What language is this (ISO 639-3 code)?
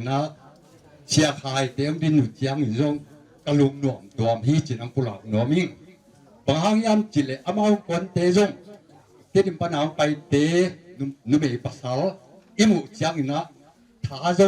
ctd